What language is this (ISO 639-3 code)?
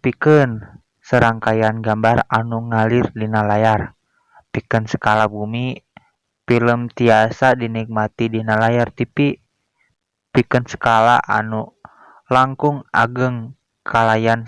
sun